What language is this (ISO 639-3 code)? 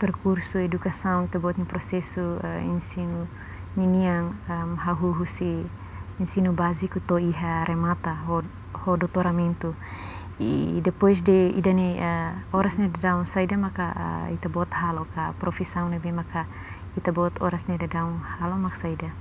tet